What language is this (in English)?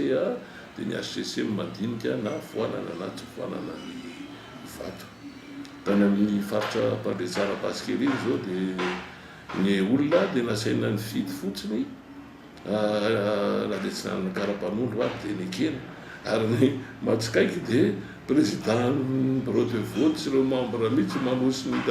Malagasy